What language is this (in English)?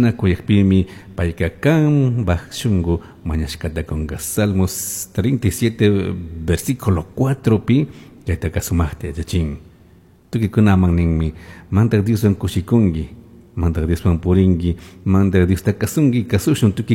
Chimborazo Highland Quichua